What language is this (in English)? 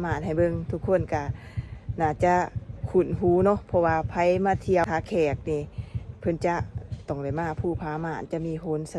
Lao